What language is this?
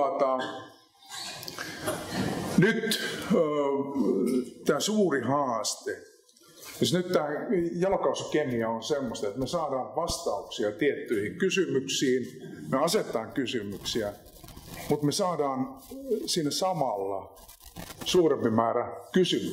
Finnish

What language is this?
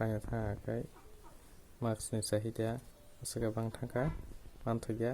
Kok Borok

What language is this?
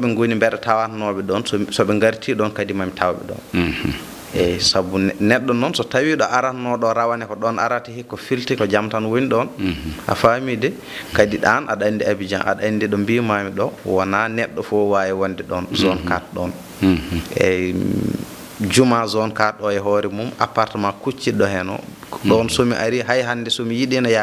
Fula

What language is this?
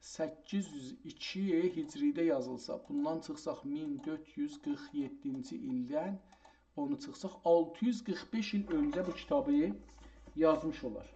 South Azerbaijani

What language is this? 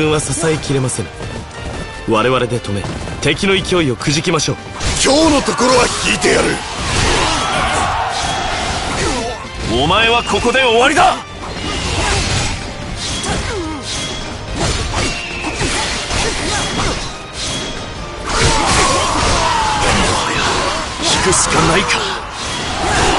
Japanese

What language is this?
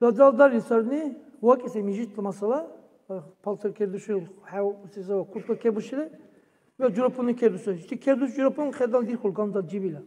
Dargwa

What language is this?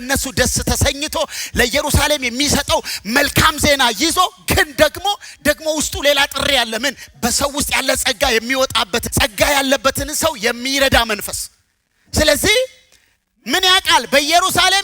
Amharic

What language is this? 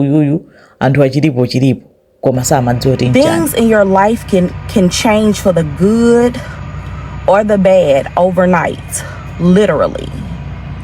Nyanja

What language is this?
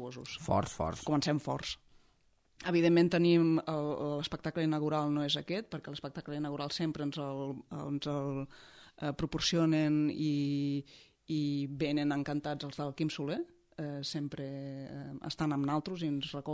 Catalan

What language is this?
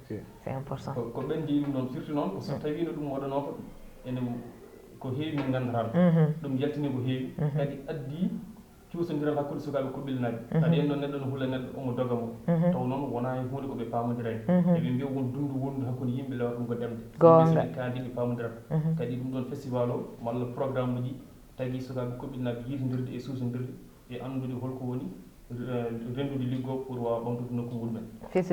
Fula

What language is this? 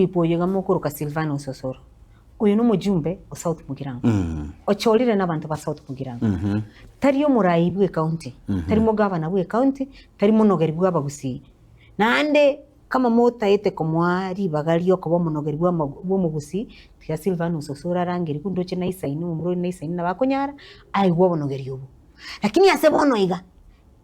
Gusii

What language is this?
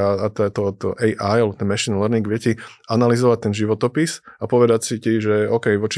Slovak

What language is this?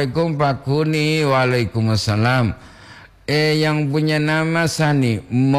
Gorontalo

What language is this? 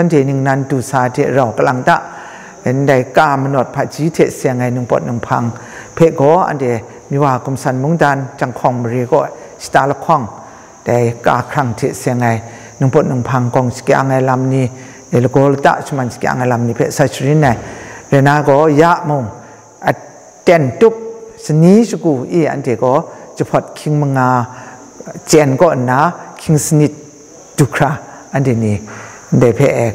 Kachin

